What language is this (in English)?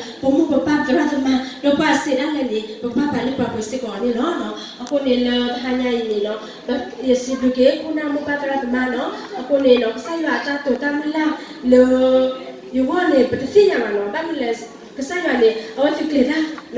S'gaw Karen